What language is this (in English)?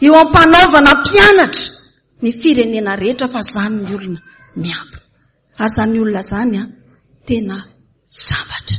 Malagasy